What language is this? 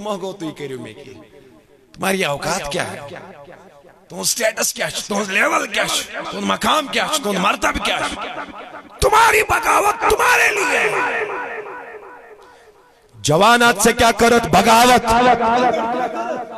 Kashmiri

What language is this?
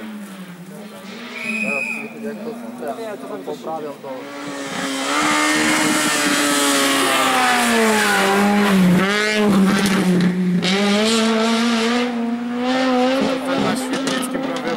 Polish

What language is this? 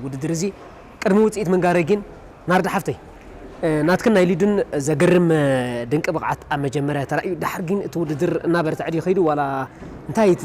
Tigrinya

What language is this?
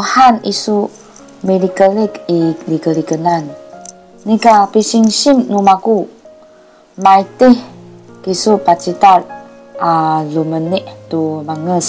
Sakizaya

